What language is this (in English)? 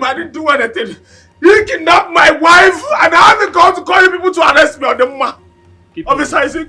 Nigerian Pidgin